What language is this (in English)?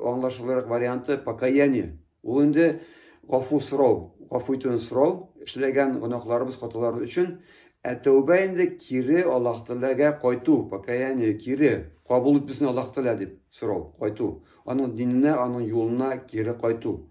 Tatar